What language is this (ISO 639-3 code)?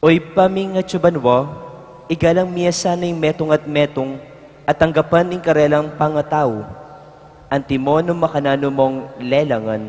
pam